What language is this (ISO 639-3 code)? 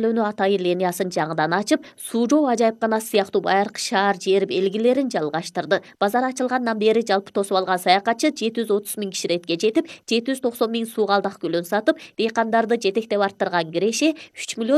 kir